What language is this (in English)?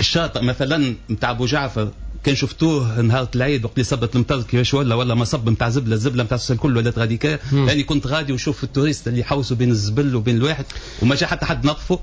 Tunisian Arabic